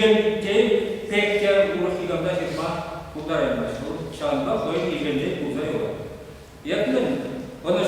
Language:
Chuvash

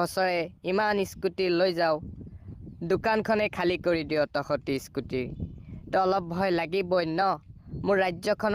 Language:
Assamese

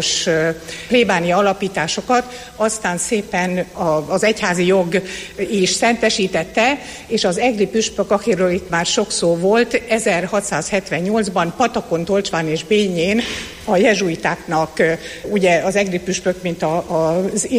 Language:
Hungarian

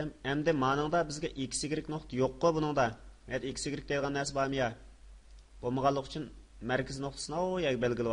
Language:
Uyghur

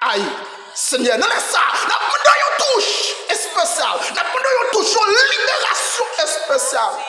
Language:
Haitian Creole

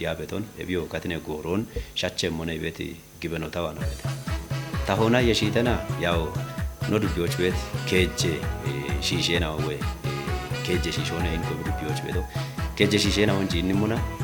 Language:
Kafa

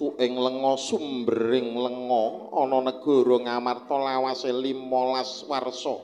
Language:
Javanese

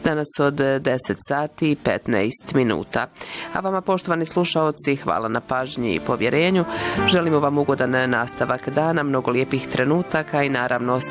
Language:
Bosnian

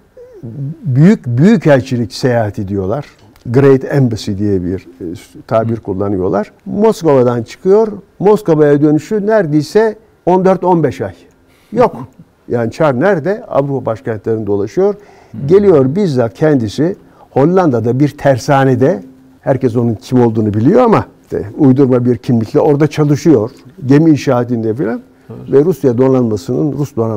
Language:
Turkish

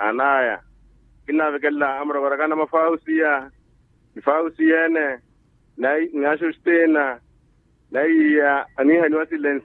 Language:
Makhuwa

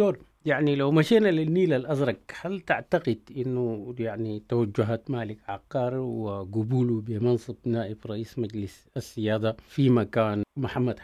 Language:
Sudanese Arabic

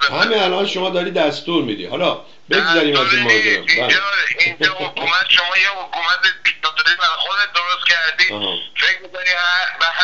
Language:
Persian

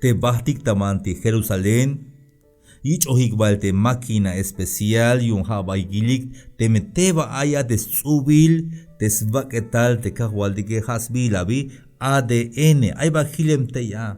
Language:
Tzeltal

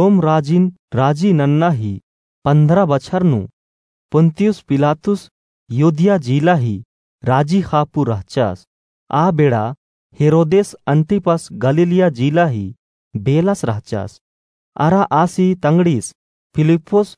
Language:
Kurukh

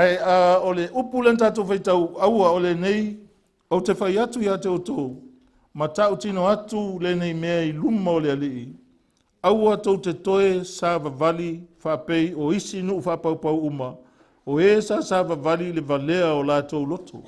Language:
Samoan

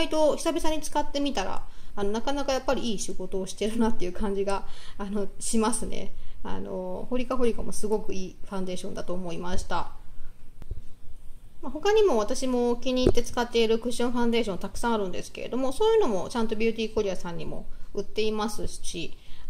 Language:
Japanese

